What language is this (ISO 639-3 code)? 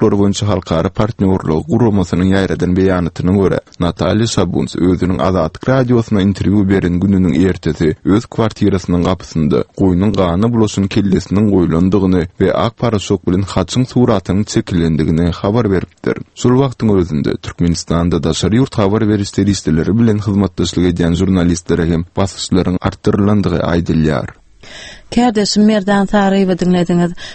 tuk